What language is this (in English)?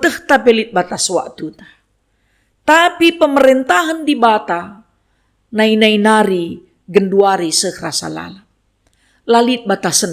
Batak Karo